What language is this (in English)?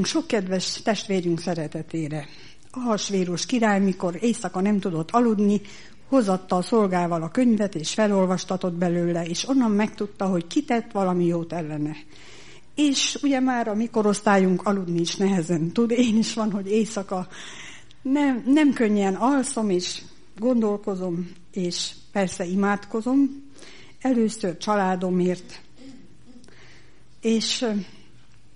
Hungarian